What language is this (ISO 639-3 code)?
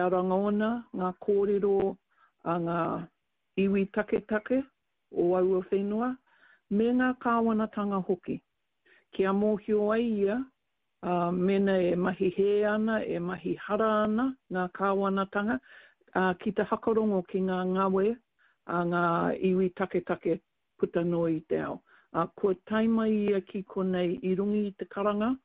mri